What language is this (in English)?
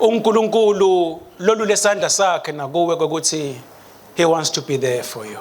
Swati